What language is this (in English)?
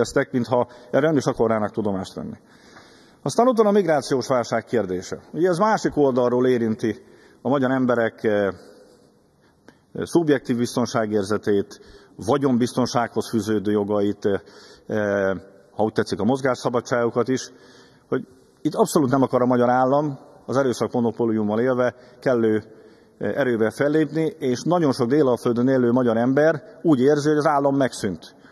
Hungarian